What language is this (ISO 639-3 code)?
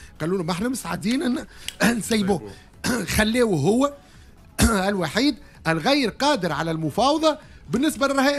aeb